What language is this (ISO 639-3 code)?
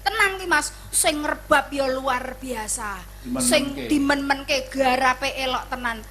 jav